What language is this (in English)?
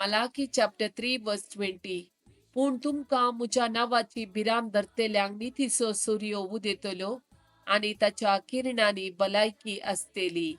Konkani